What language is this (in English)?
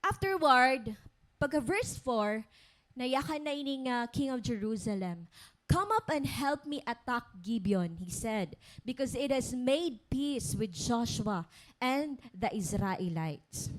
Waray